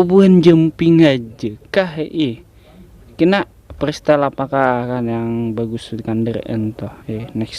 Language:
Banjar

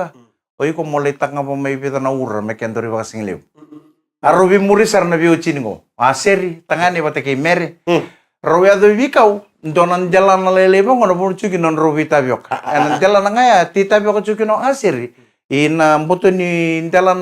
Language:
Fijian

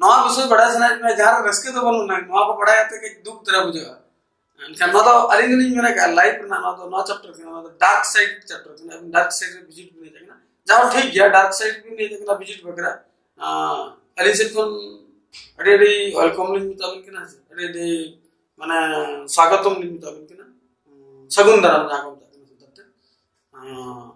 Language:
Santali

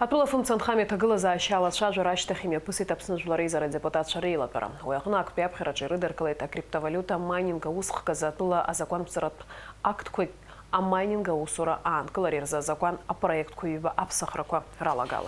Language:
Abkhazian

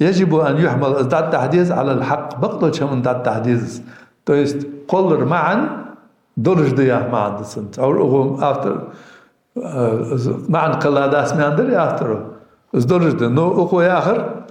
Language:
Ingush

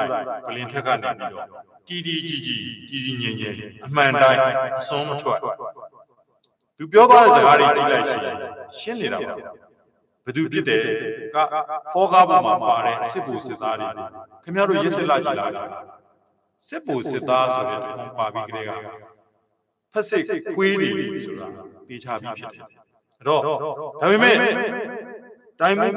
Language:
Burmese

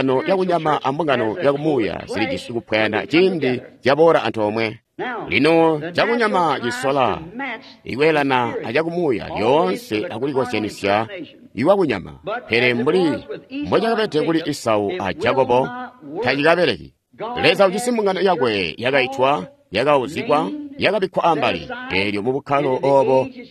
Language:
Tonga (Zambia)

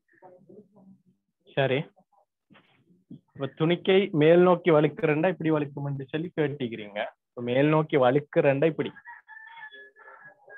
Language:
Tamil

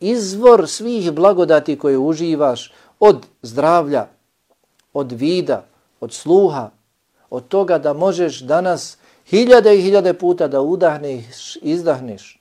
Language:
Bosnian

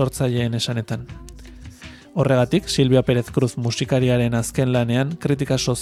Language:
Basque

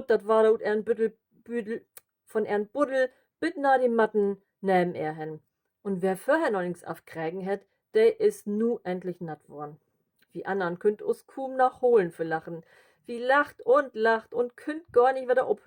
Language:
Low German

